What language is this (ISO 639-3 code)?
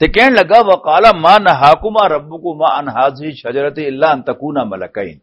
lah